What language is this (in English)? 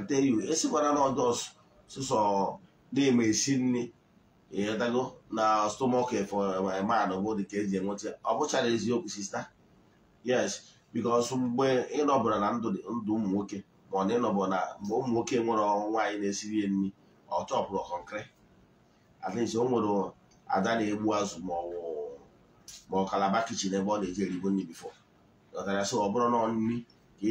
Igbo